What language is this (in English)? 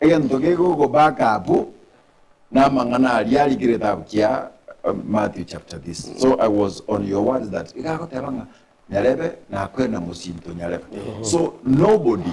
Gusii